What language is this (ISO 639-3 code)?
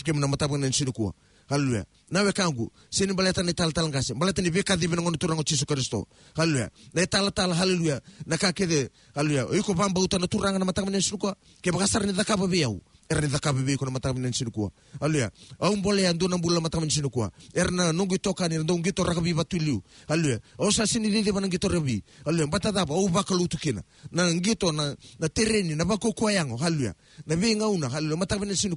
fij